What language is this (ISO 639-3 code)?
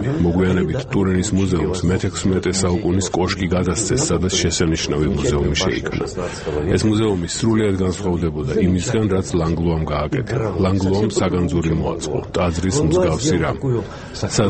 kat